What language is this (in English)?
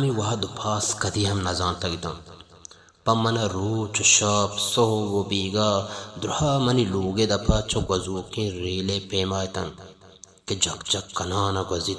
Baluchi